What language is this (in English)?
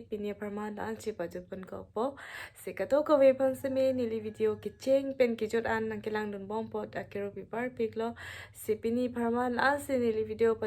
Karbi